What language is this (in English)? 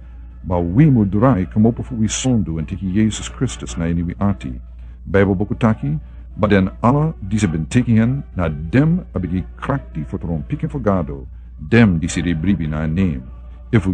Sranan Tongo